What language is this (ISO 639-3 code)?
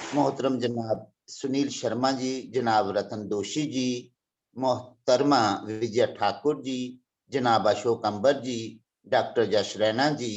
doi